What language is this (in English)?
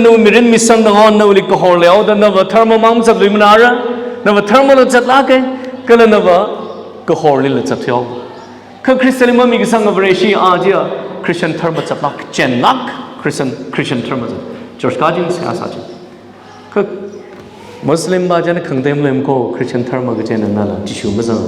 Tangkhul Naga (India)